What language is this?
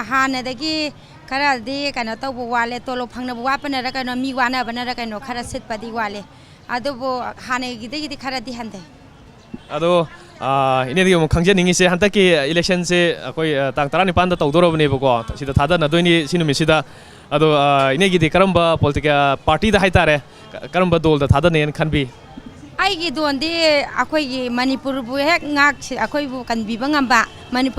Manipuri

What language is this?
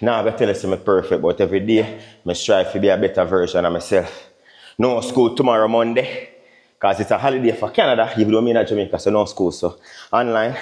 Jamaican Creole English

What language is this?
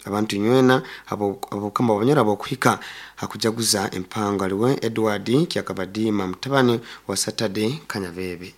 Nyoro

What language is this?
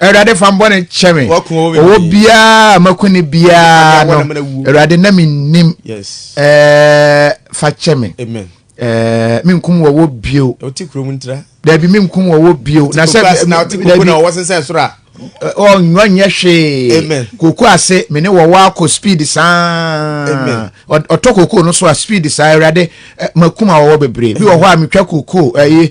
Akan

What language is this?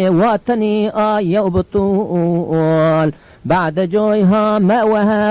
Zaza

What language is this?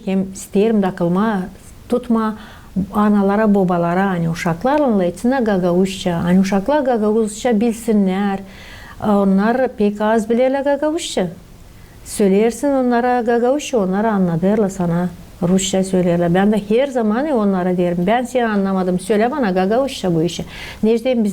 Gagauz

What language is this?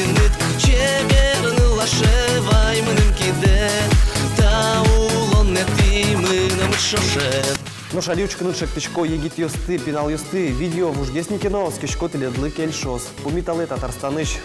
Udmurt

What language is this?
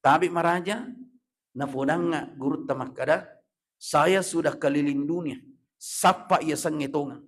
Buginese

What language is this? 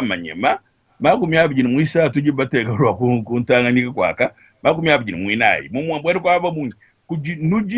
Luba-Lulua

